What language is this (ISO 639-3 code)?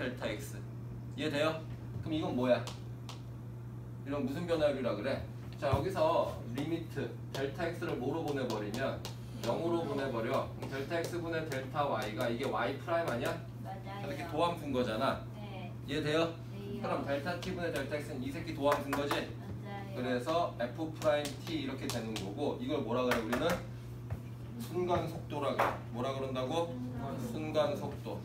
kor